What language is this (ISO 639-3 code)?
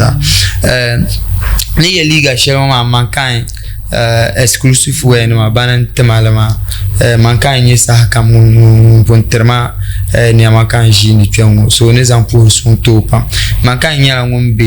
dag